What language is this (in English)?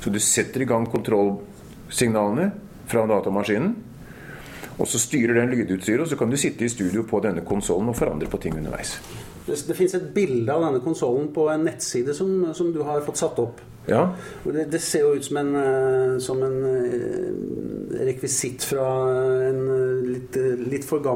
Norwegian